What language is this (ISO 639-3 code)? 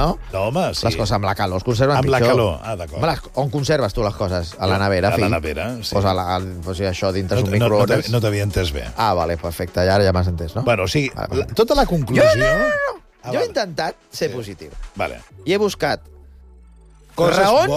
cat